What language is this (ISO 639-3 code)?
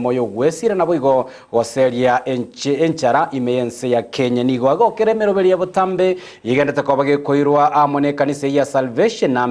guz